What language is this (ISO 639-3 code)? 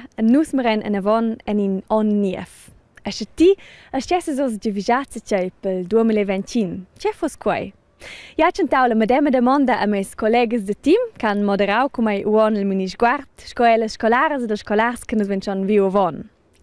roh